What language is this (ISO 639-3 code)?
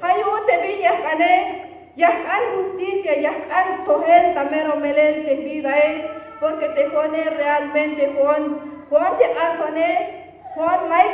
tzh